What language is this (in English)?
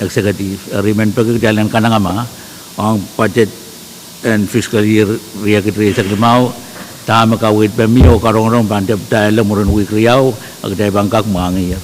Pohnpeian